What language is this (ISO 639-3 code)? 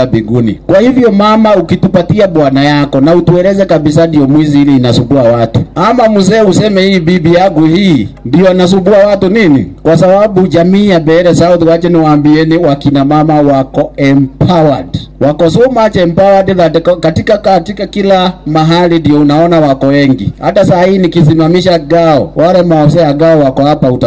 swa